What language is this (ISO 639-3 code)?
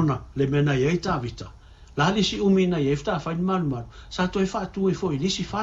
smo